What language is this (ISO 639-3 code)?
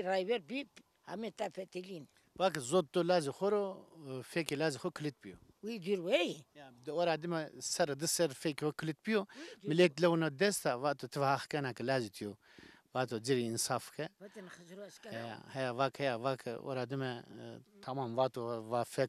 zza